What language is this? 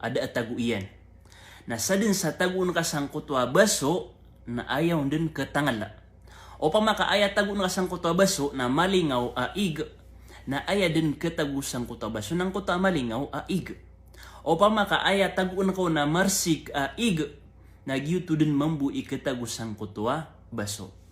Maranao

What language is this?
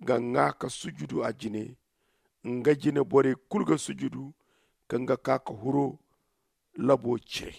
Zarma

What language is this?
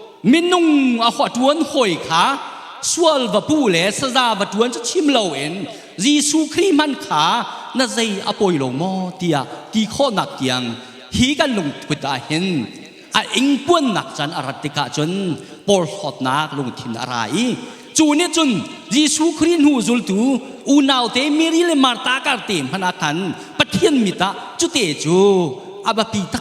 Hakha Chin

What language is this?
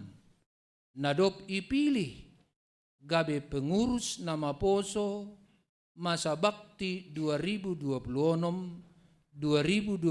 Batak Simalungun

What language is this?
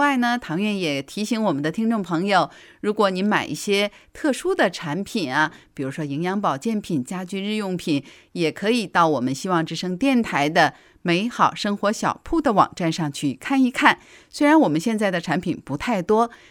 Chinese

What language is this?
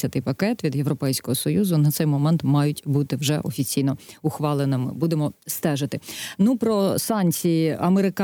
Ukrainian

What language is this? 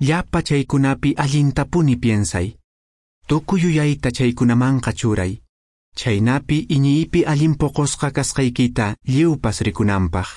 Quechua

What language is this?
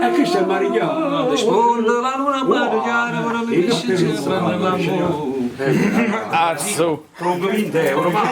Neapolitan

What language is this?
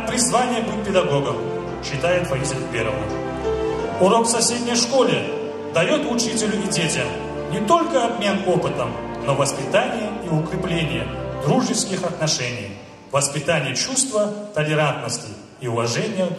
Russian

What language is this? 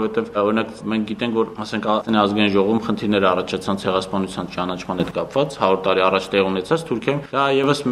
Armenian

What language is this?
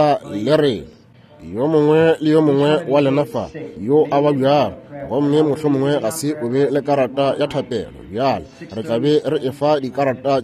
Northern Sotho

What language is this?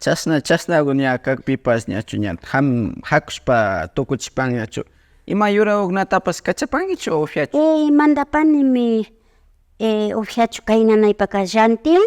Imbabura Highland Quichua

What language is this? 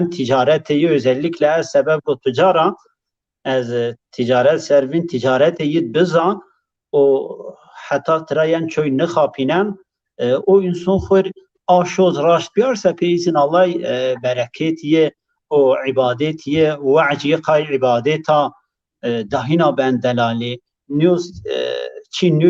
Zaza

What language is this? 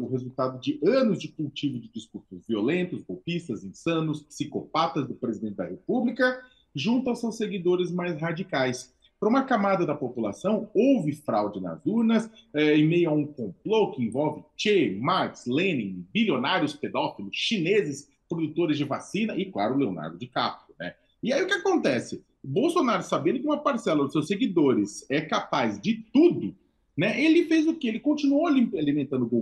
Portuguese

